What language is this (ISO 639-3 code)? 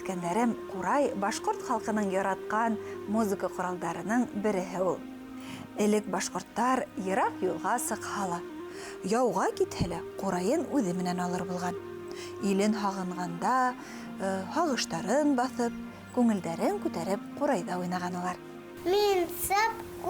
bak